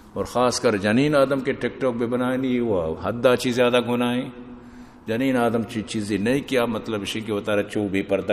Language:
Eastern Balochi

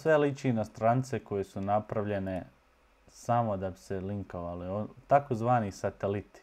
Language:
Serbian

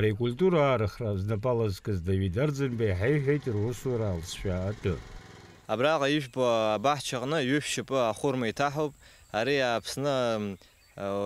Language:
Abkhazian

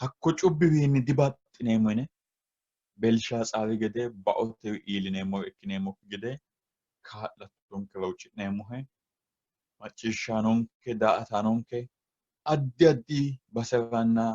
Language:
Sidamo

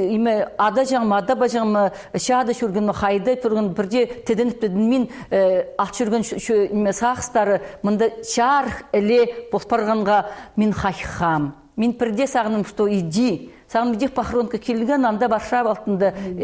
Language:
Khakas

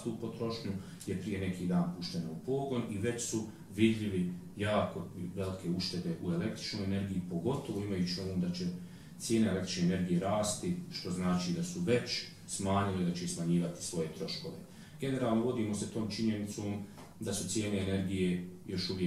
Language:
Bosnian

